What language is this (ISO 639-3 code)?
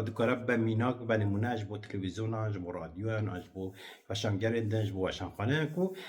kur